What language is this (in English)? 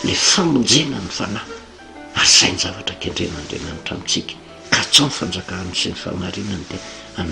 Malagasy